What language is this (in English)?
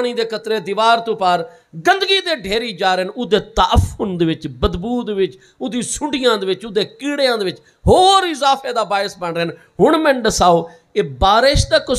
Saraiki